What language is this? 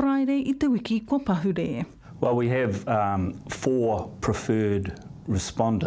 Māori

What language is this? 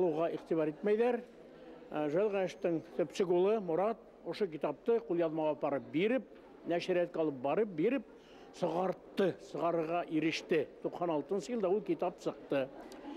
Bashkir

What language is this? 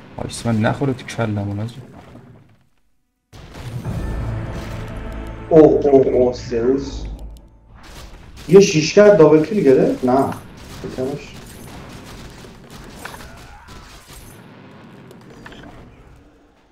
Persian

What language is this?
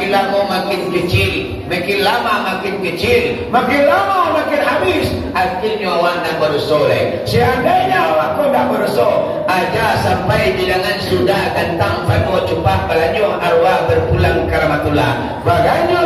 Minangkabau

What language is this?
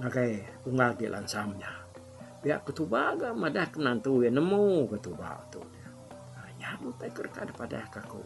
Iban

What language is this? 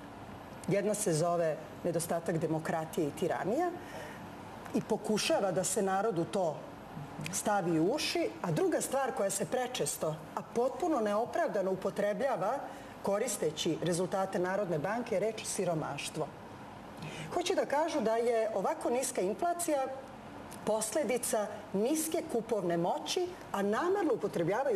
Serbian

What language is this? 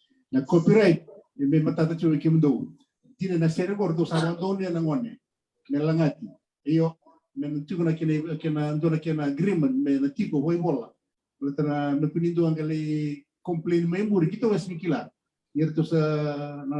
Fijian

